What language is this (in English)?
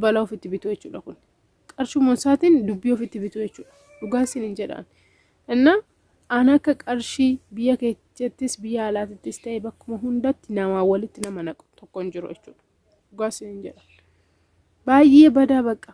Oromo